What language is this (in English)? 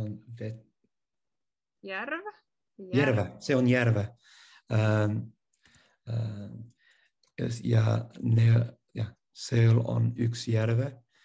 Estonian